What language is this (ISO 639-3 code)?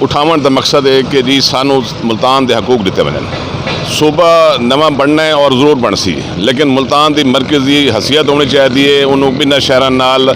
skr